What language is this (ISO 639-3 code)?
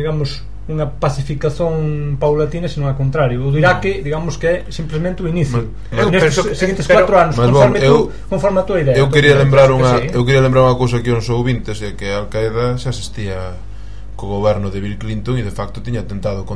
glg